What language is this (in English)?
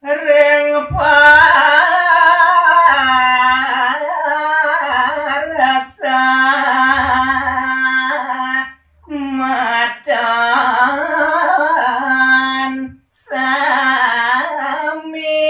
Balinese